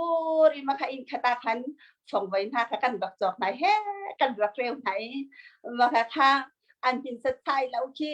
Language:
Hakha Chin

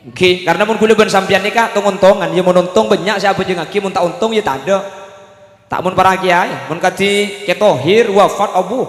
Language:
Madurese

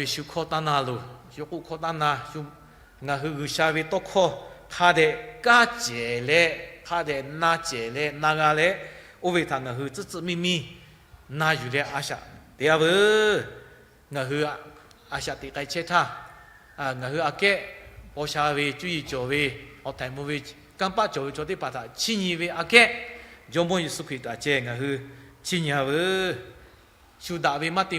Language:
Lahu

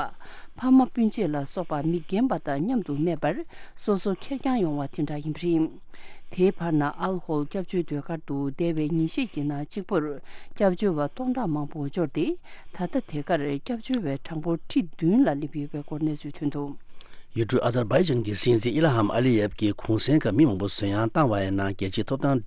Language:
Tibetan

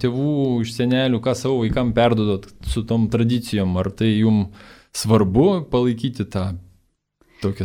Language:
Lithuanian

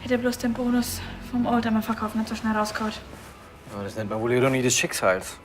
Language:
Bavarian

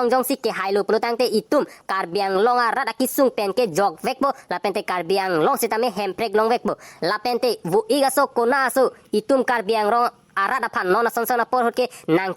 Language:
Karbi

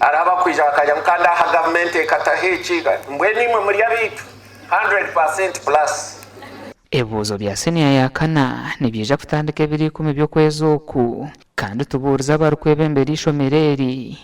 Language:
Nyankole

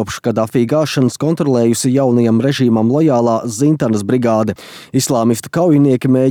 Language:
Latvian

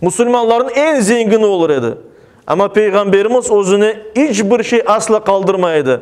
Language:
Crimean Tatar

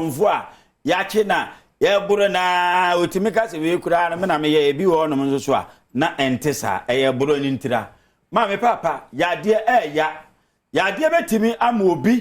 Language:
Akan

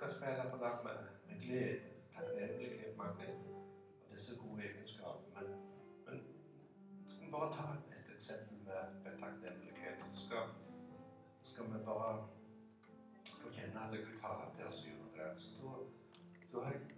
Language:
Norwegian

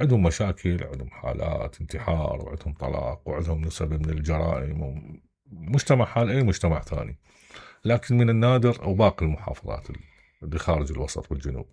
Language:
Mesopotamian Arabic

